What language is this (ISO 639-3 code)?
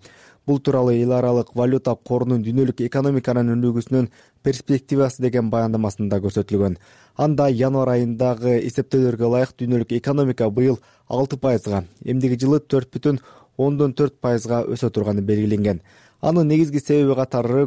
kir